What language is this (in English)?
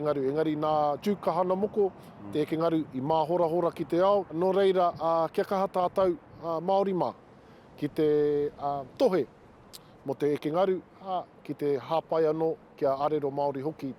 Māori